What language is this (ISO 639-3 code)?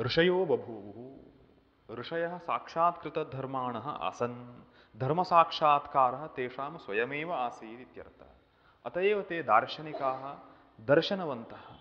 san